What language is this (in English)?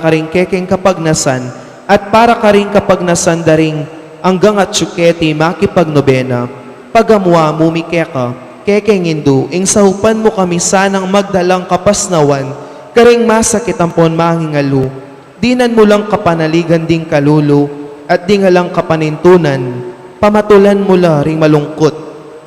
Pampanga